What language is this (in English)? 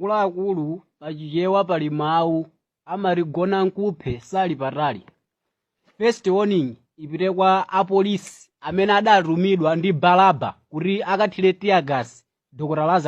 Nyanja